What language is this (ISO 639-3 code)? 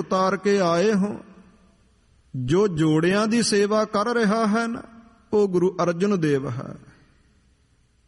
pan